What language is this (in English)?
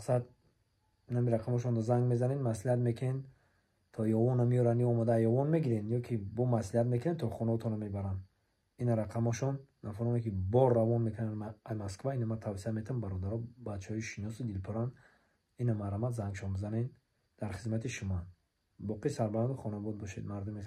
Tajik